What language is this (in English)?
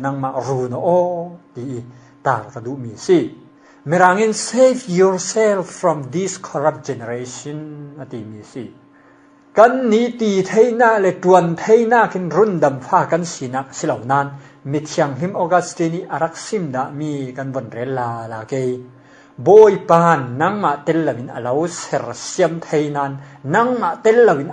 Falam Chin